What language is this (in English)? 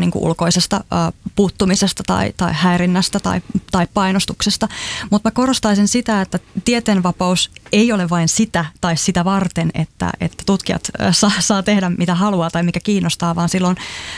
Finnish